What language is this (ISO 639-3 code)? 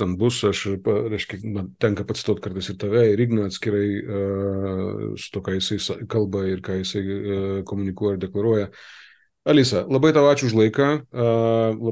lit